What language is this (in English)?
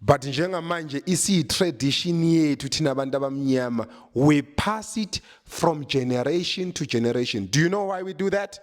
Zulu